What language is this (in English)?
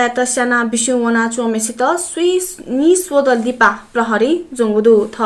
Newari